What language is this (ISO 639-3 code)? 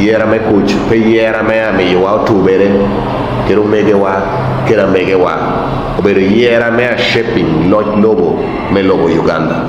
laj